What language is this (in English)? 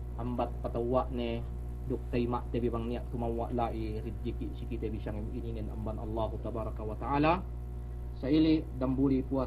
Yakan